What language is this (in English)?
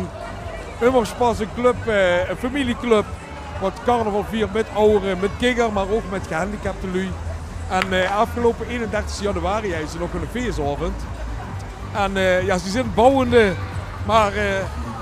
Limburgish